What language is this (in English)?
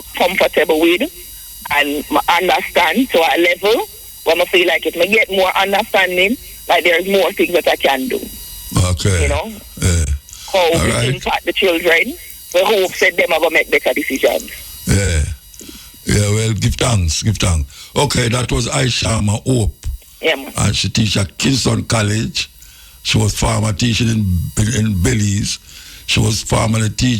Jamaican Creole English